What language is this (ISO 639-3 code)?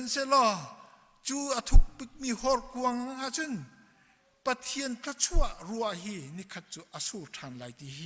cnh